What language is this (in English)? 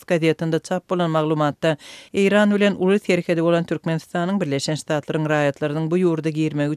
Turkmen